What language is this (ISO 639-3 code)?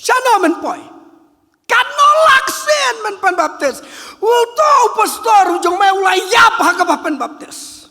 kha